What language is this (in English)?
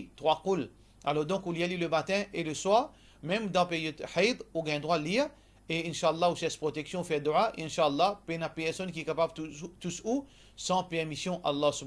Morisyen